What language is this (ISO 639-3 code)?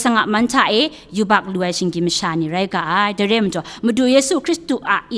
kac